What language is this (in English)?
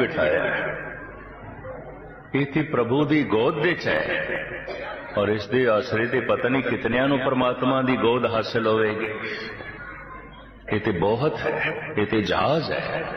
Punjabi